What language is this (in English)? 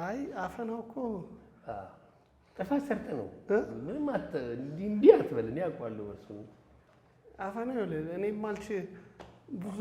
Amharic